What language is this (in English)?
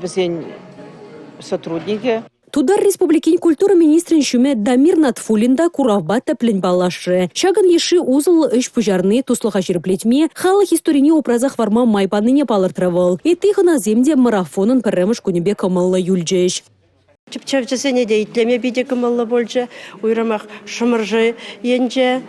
Chuvash